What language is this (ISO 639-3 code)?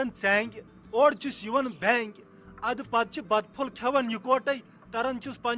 kas